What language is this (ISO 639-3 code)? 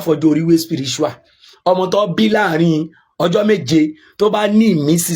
yor